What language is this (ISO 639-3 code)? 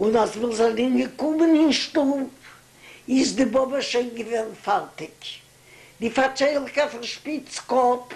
yid